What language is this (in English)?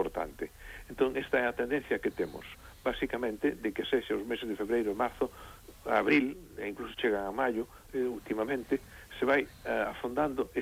Galician